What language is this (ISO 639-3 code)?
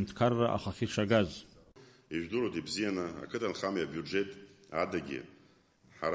abk